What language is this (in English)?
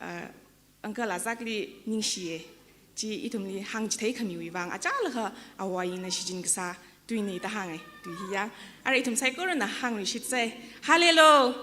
Tangkhul Naga (India)